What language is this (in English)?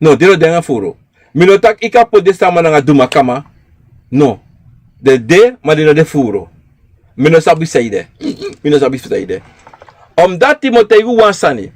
Sranan Tongo